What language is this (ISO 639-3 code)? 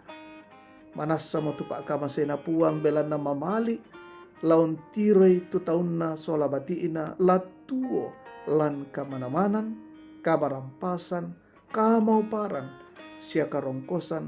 sda